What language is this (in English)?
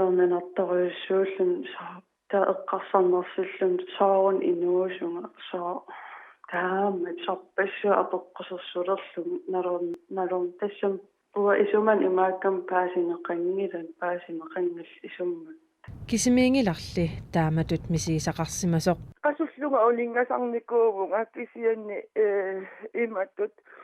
Kalaallisut